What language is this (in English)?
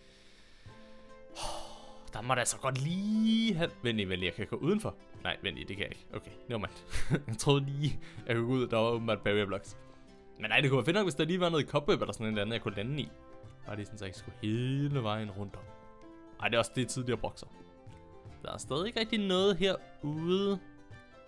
Danish